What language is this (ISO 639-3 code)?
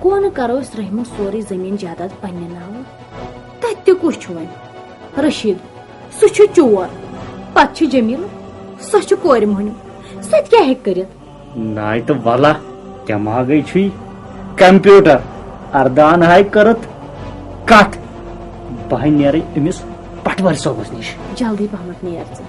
kas